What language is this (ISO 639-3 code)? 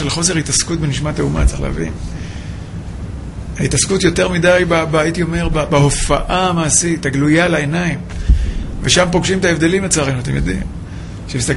heb